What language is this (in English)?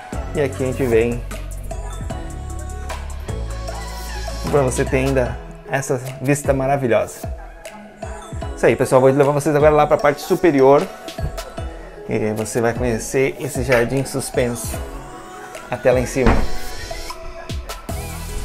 Portuguese